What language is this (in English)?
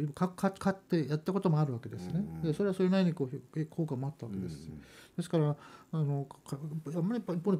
Japanese